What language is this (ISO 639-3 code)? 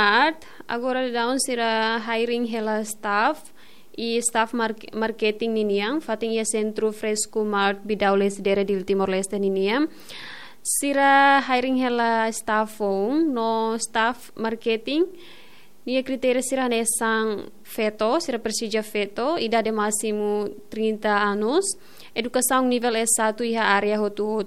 tet